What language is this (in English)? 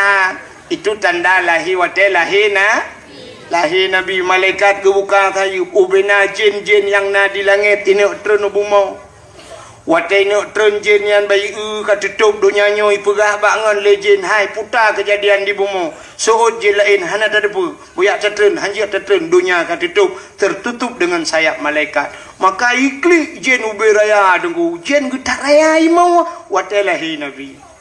Achinese